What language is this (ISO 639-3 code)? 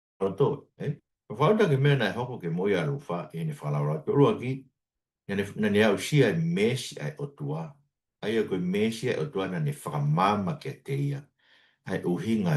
ton